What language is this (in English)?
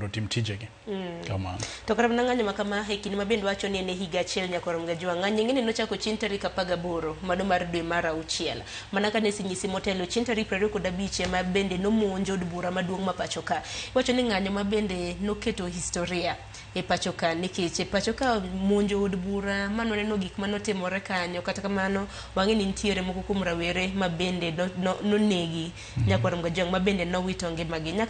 Luo (Kenya and Tanzania)